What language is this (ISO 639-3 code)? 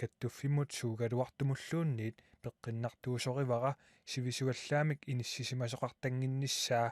kal